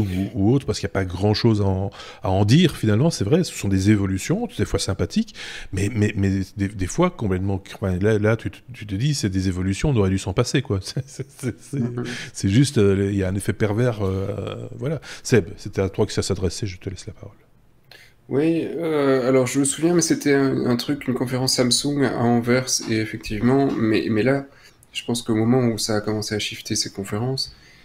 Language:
French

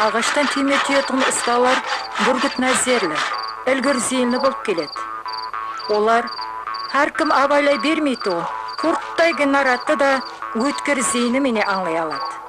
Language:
Kara-Kalpak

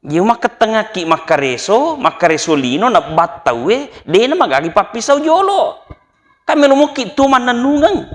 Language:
Buginese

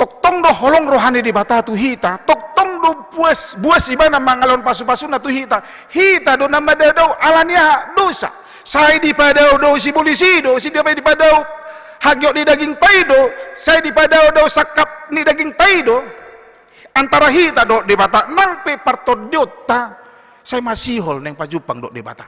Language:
Batak Toba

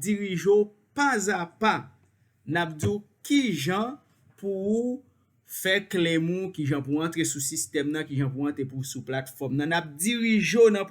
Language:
Haitian Creole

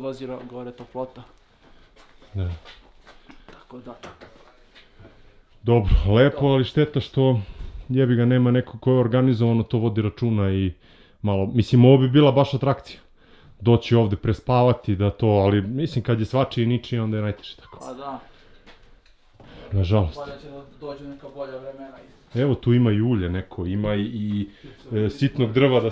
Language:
Serbian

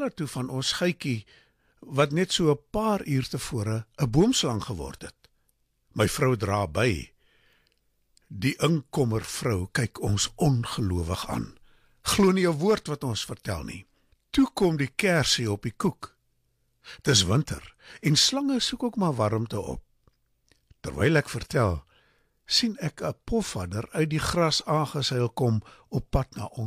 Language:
Afrikaans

